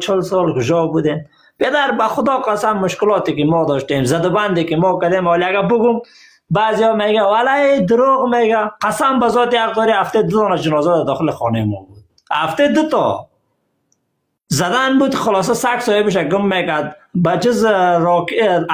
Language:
Persian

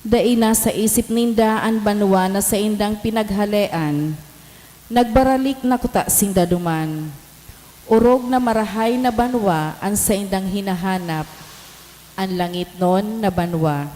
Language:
Bikol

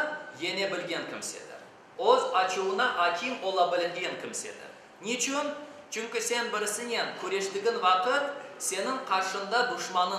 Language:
Crimean Tatar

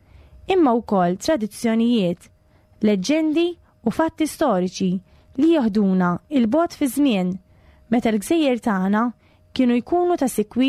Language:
Maltese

